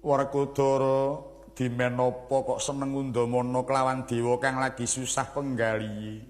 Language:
Javanese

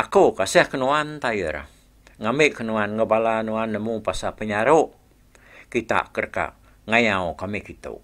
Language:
Iban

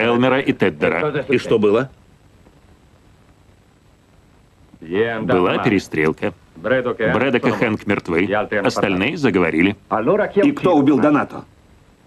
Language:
Russian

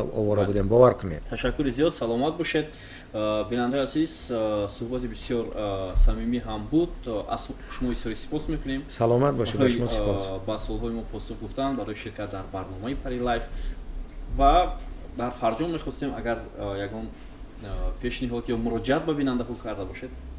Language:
Tajik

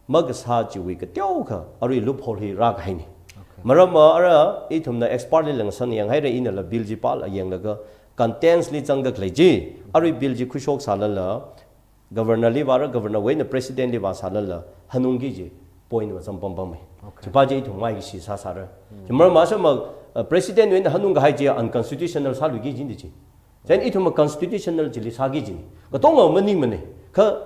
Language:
Tangkhul Naga (India)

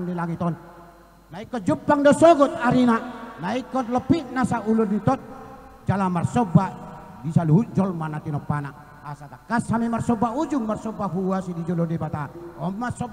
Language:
Batak Toba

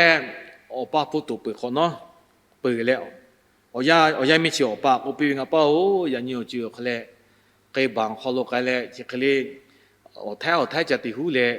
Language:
Lahu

